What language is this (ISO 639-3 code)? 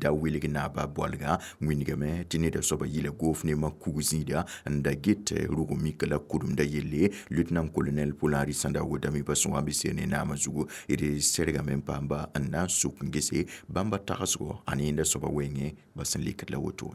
mos